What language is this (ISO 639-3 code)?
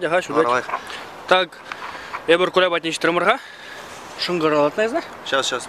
chv